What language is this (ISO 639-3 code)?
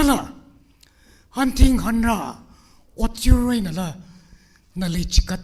nmf